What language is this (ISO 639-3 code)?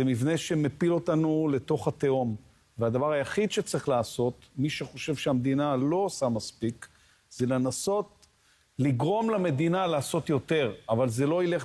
heb